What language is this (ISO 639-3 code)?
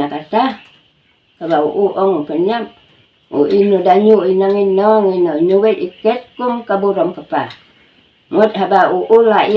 kha